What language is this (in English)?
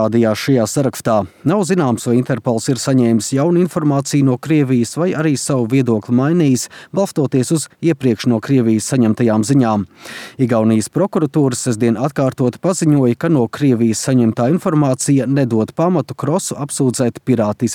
Latvian